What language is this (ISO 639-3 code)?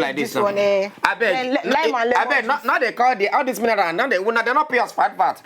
pcm